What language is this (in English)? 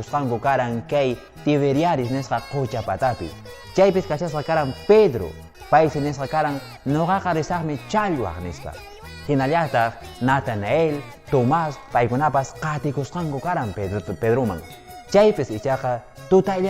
Quechua